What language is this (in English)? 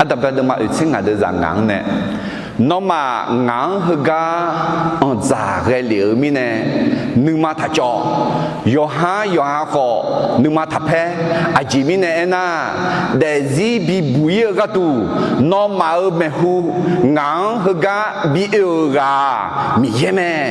Akha